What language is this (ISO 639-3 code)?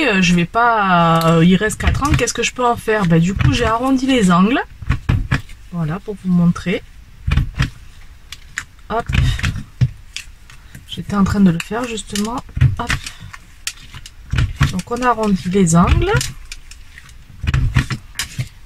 fra